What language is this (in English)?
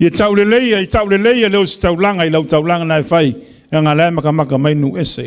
Samoan